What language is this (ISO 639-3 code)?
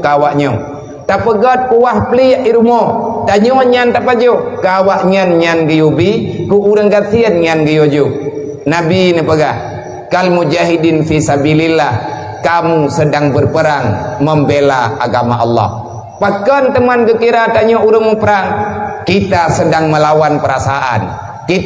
ace